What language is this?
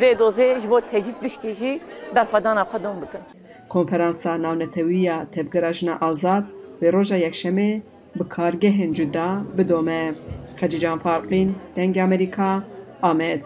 Kurdish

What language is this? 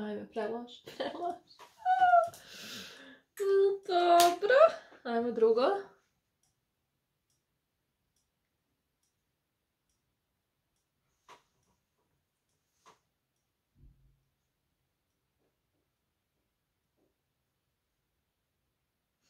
Croatian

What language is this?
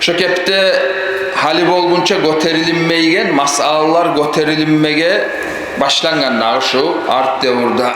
Kumyk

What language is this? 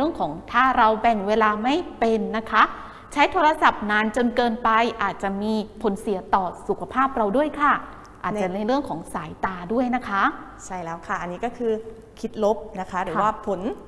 Thai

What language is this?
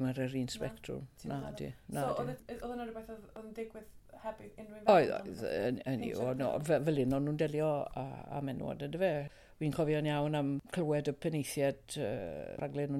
Welsh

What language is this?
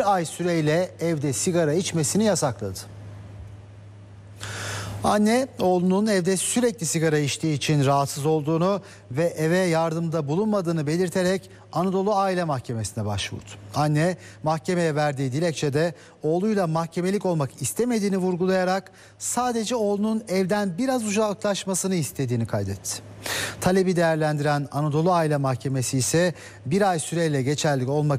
Turkish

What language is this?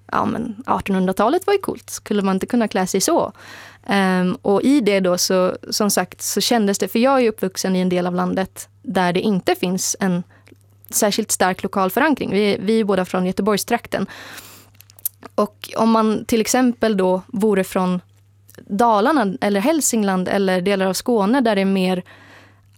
Swedish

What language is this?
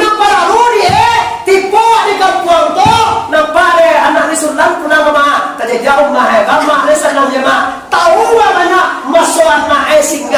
Minangkabau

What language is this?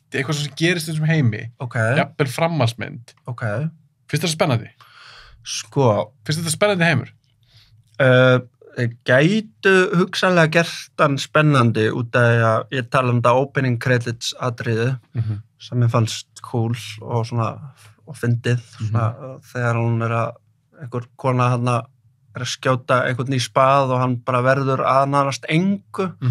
Icelandic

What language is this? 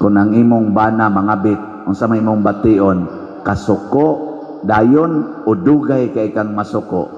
Cebuano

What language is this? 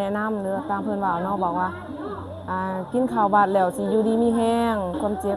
Lao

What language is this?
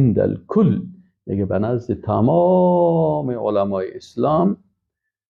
Persian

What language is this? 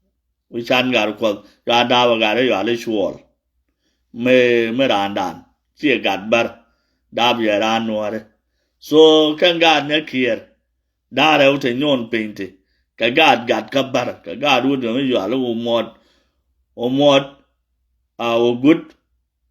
Nuer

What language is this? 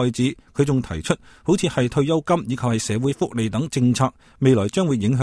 Cantonese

